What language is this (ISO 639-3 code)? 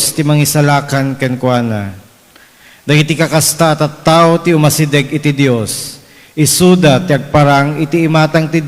ilo